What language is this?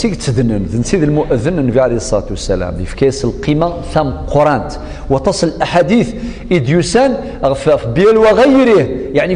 Kabyle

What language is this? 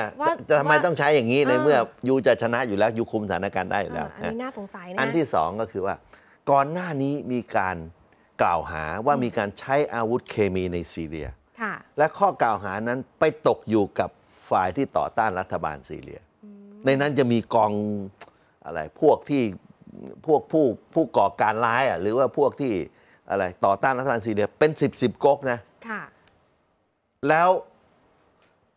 Thai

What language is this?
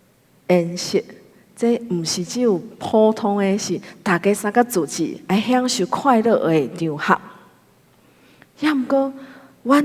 Min Nan Chinese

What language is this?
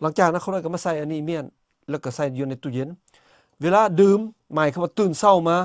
Lao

